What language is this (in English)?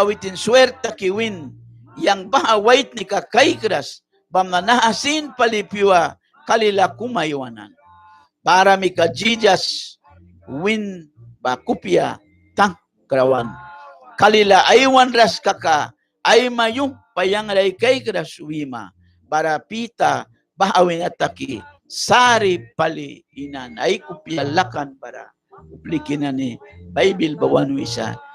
Mískito